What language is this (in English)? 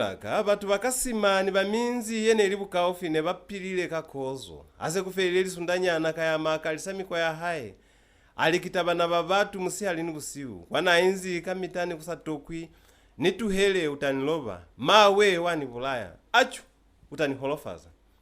Lozi